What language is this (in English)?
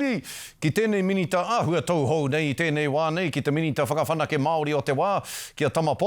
Māori